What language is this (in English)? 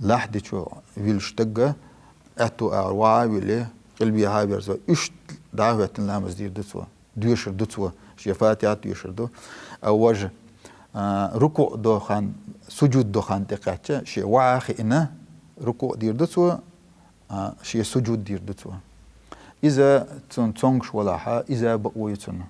Chechen